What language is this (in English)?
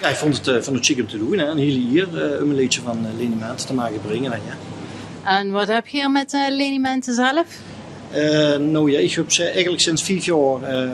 Limburgish